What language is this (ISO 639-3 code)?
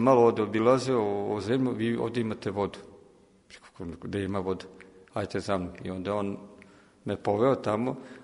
srp